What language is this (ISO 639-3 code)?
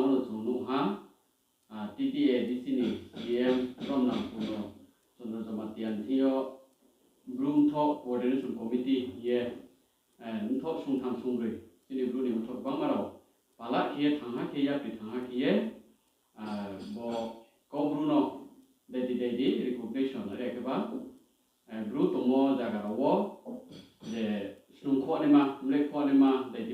ria